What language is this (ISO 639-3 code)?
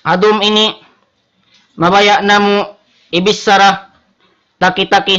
tsg